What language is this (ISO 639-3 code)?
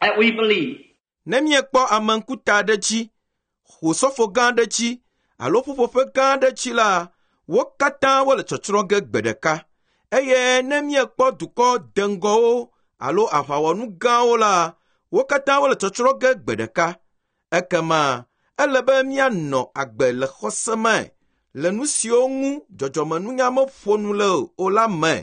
ewe